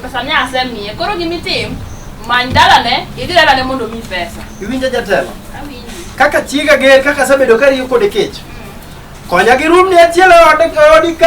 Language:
Luo (Kenya and Tanzania)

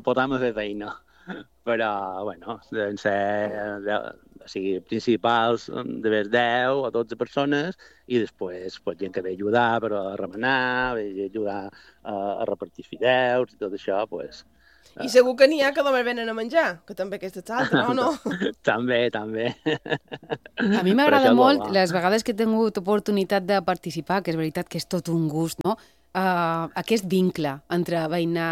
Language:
Catalan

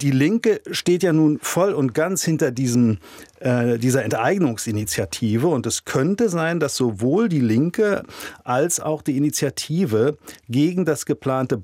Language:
German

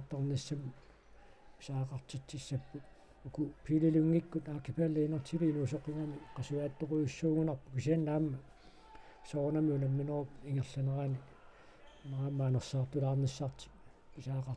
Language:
Kalaallisut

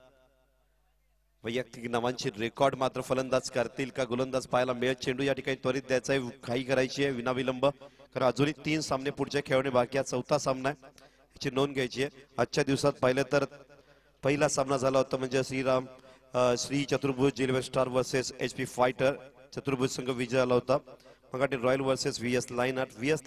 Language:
Marathi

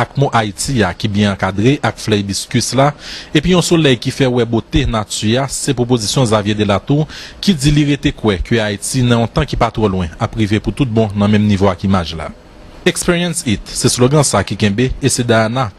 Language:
Haitian Creole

